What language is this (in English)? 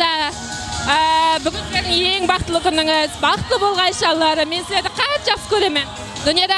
Kara-Kalpak